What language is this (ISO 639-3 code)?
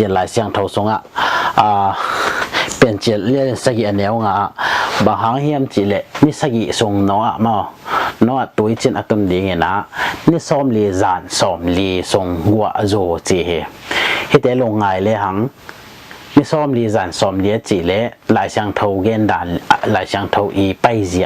ctd